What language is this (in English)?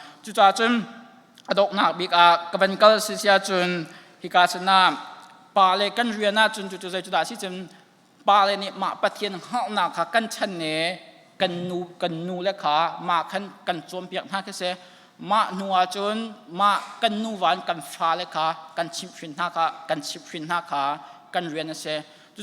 Hakha Chin